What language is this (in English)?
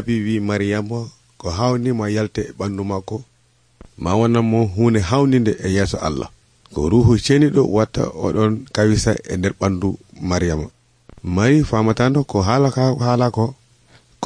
Nigerian Fulfulde